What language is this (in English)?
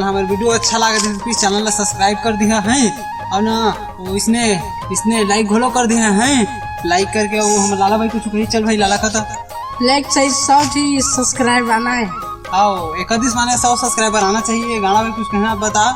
Chhattisgarhi